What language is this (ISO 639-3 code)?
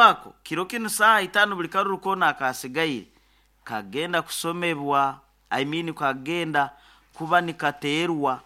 nyo